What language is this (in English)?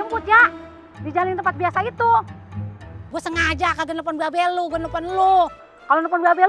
Betawi